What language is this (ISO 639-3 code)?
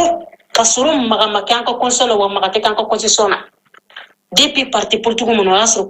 bam